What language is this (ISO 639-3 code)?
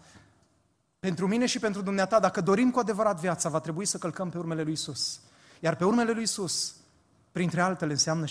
ron